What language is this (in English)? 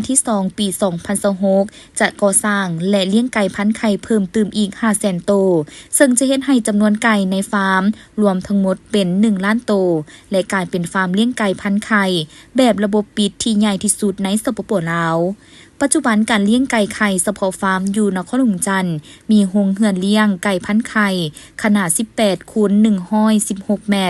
Lao